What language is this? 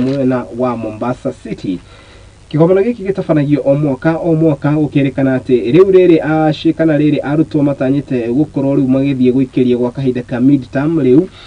Kikuyu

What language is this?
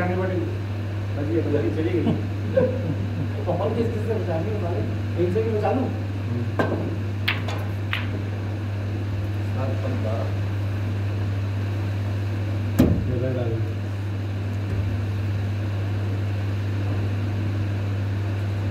Hindi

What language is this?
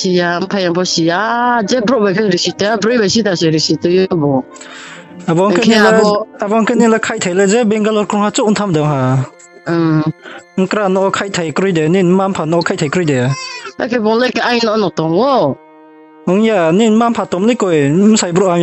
Riang (India)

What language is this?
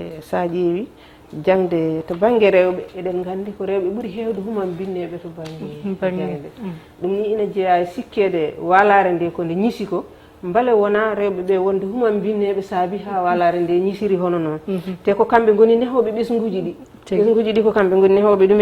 Fula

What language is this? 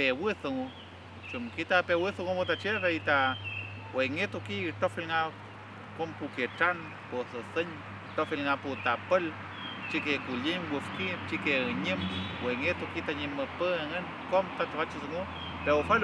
Mapuche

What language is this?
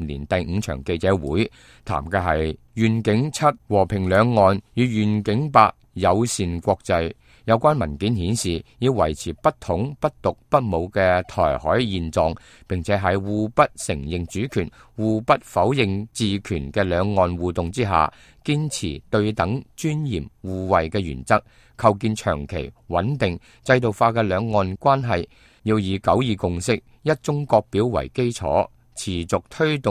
Cantonese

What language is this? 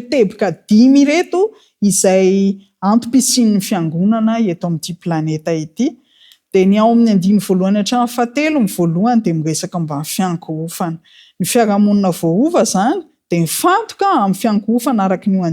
Malagasy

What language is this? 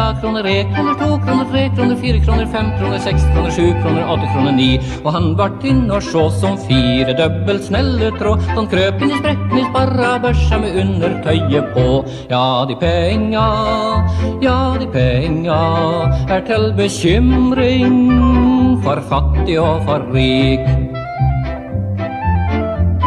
Norwegian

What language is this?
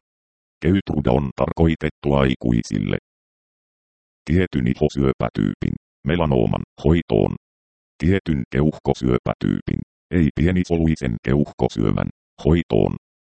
Finnish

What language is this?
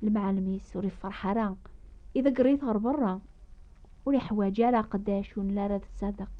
Kabyle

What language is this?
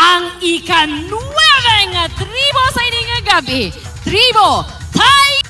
Hiligaynon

